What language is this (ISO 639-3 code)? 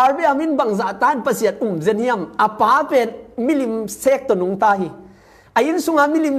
ctd